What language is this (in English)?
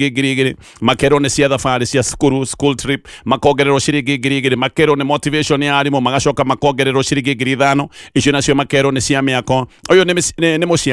Kikuyu